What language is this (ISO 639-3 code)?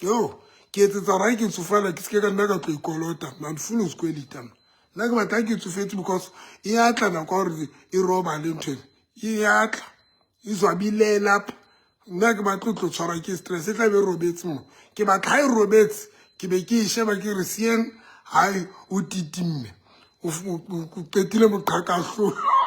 sot